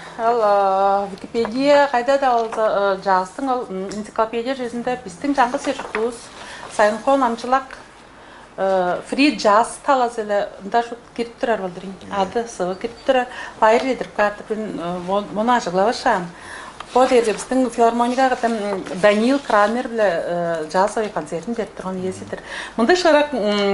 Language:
Tuvinian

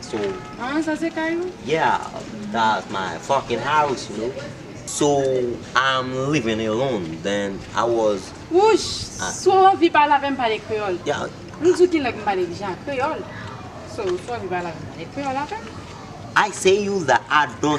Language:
Haitian Creole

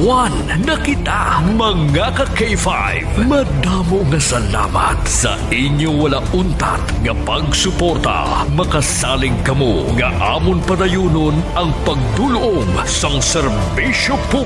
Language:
Hiligaynon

